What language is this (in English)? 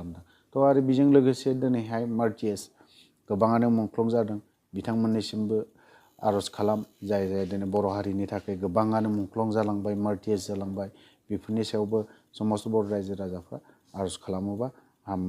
Bodo